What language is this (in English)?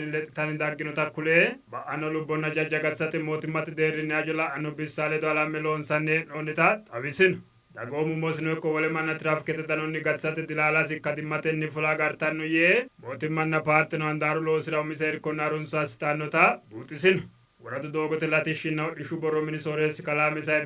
Sidamo